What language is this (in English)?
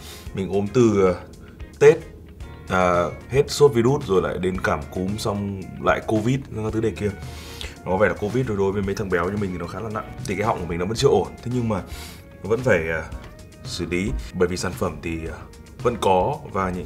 Vietnamese